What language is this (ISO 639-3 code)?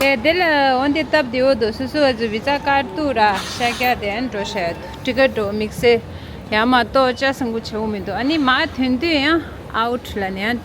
bod